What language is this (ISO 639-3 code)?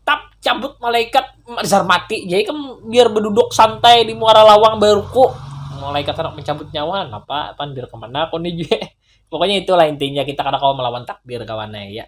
bjn